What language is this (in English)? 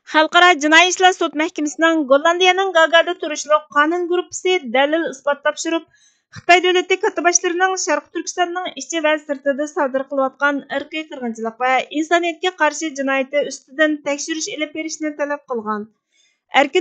Uyghur